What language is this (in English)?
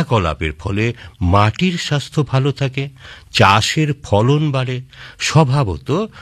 Bangla